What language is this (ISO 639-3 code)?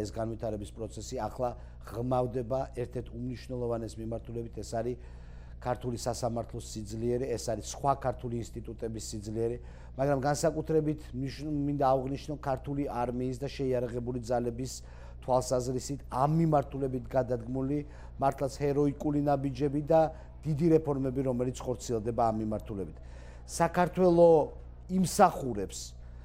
kat